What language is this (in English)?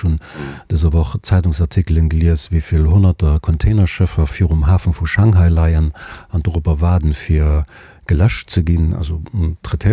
Luxembourgish